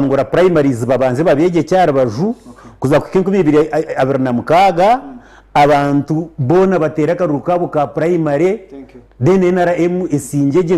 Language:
Nyankole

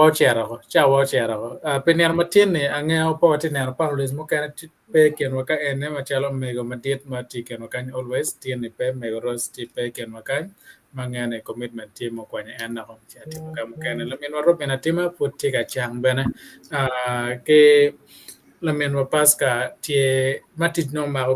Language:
Acoli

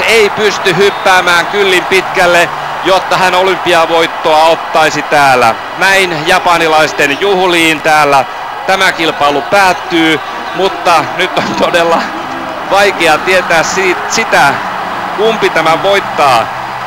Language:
Finnish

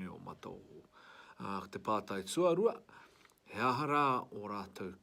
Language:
Māori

